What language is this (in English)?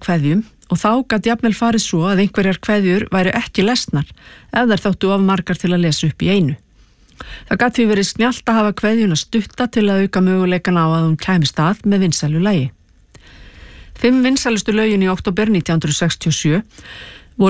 Icelandic